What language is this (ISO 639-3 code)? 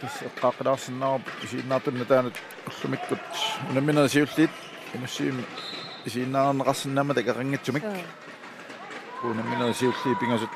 kal